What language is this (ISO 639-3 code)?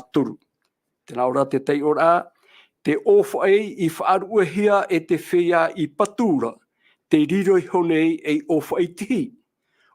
tah